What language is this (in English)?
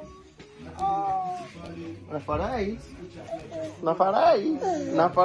Swahili